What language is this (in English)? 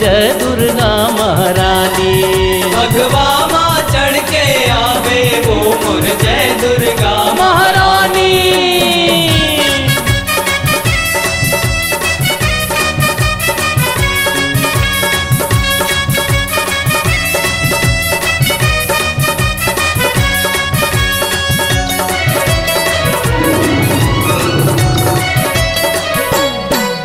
Chhattisgarhi